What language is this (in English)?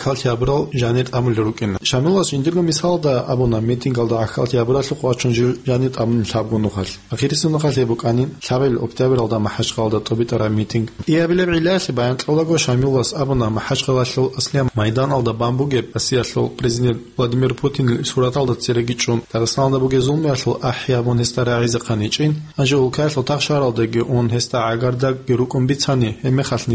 Avaric